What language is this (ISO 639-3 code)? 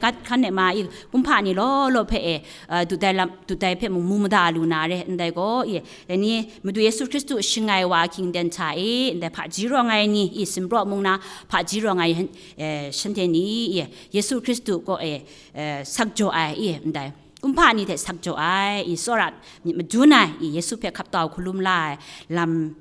kac